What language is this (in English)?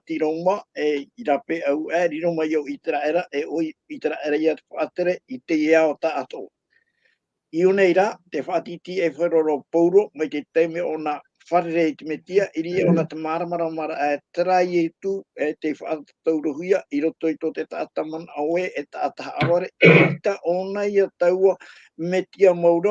Tahitian